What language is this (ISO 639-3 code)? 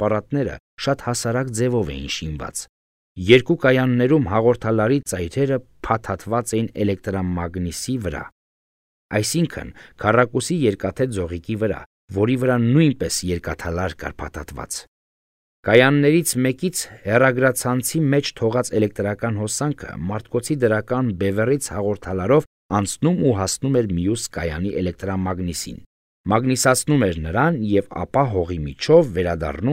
hye